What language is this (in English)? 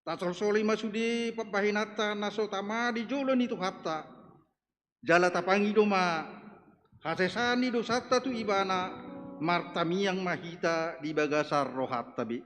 Batak Toba